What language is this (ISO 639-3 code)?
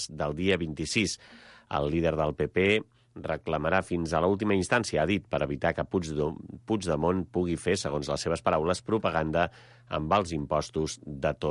cat